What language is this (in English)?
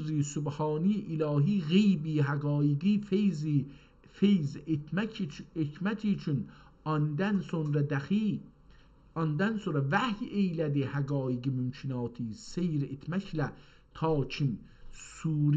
South Azerbaijani